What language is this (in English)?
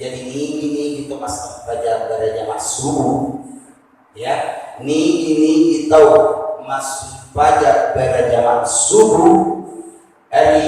Buginese